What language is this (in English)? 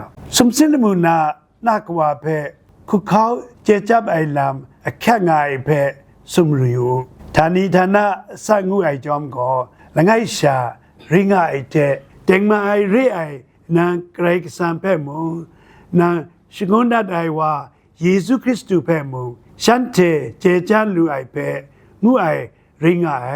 Kachin